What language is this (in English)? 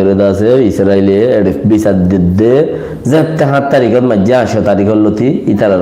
Rohingya